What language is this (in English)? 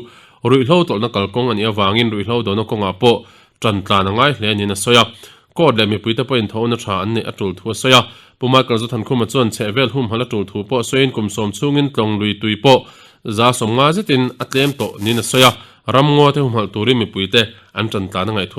Mizo